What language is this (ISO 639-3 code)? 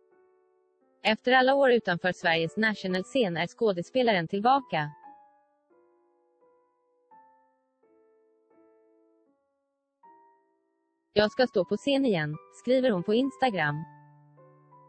swe